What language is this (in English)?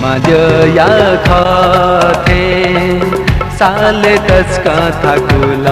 Newari